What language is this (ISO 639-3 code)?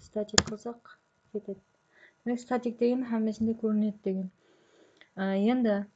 kaa